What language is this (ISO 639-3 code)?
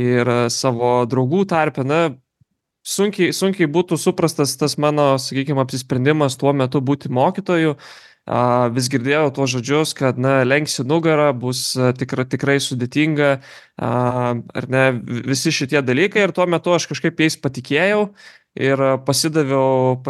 lit